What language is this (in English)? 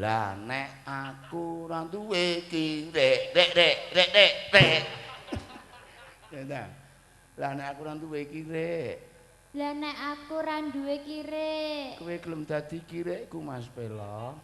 Javanese